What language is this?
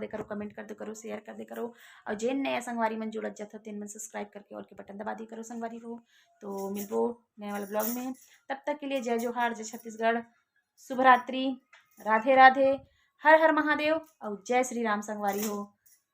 Chhattisgarhi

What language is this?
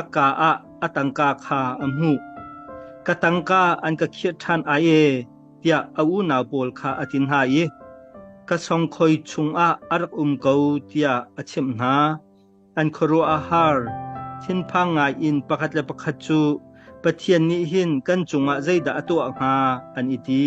Hakha Chin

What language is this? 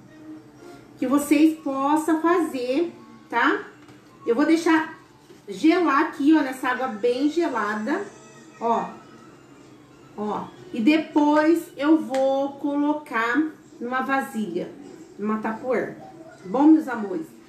Portuguese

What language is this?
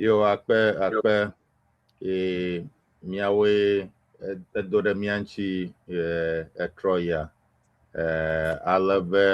Ewe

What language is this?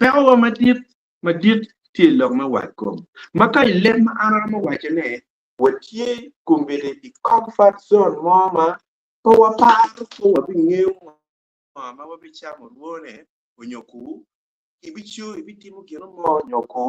Acoli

